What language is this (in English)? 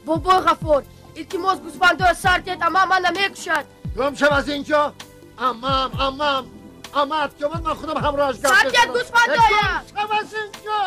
Tajik